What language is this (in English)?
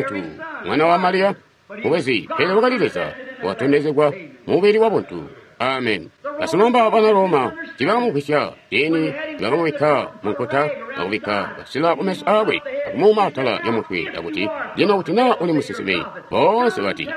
Tonga (Zambia)